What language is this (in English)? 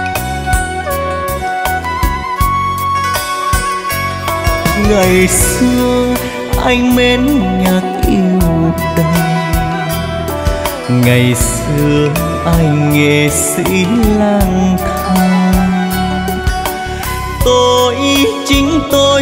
Vietnamese